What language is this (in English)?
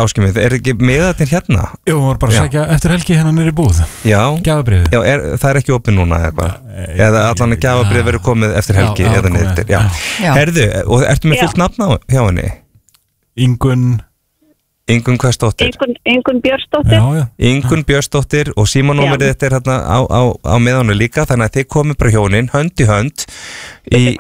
Icelandic